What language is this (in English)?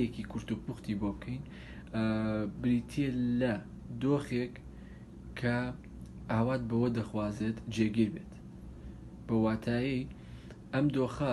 Central Kurdish